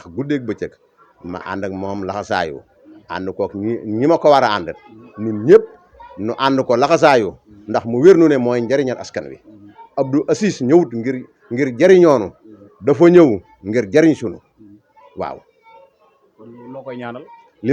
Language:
Wolof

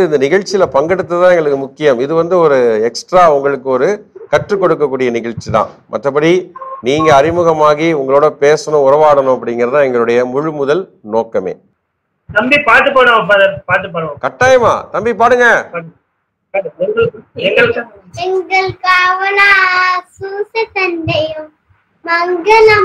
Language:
Tamil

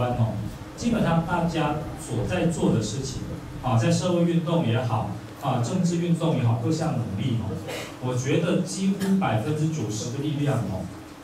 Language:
Chinese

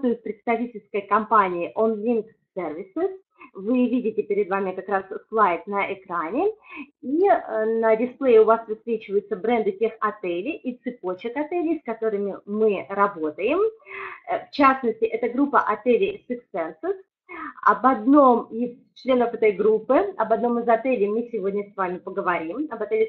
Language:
Russian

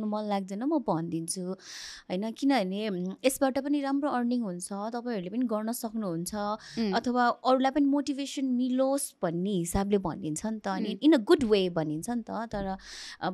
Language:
Nepali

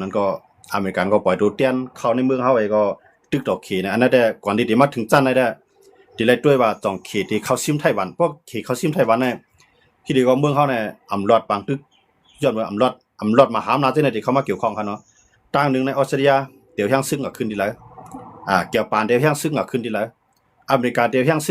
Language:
Shan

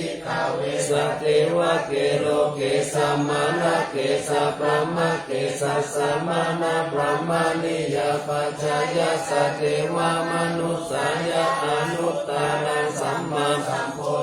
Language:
Pali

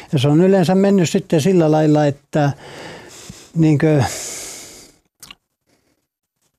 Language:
Finnish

